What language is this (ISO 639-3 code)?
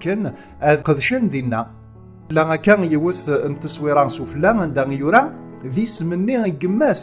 kab